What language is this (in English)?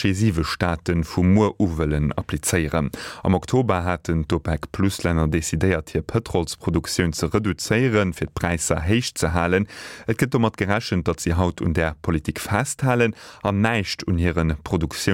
Luxembourgish